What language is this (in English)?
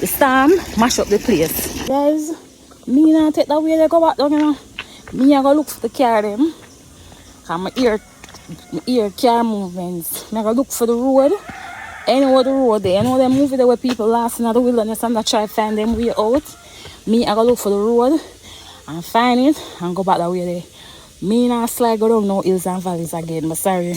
Jamaican Creole English